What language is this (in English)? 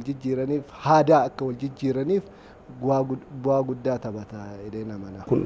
Oromo